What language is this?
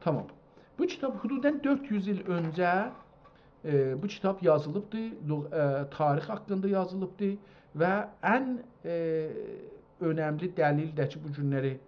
South Azerbaijani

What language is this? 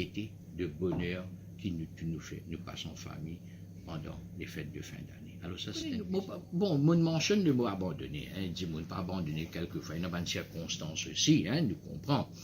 Morisyen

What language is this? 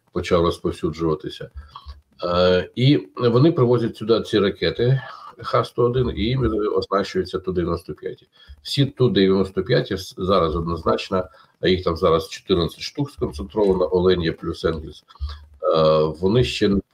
Ukrainian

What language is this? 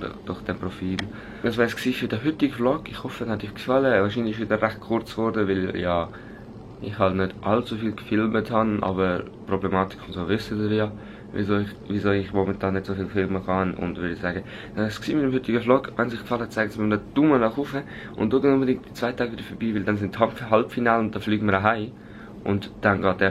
Swiss German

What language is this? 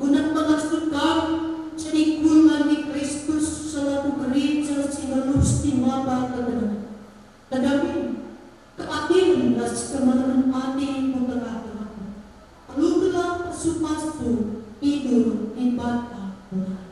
Batak Karo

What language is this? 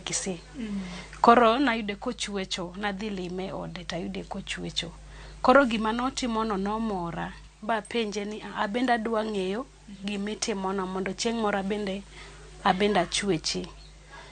Luo (Kenya and Tanzania)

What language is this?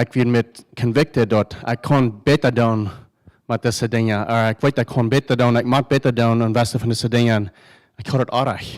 Plautdietsch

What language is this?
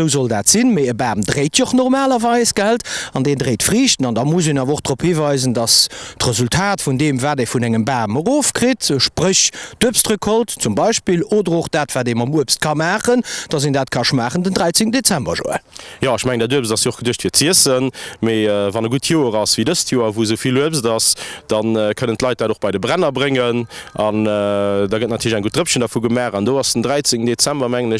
Luxembourgish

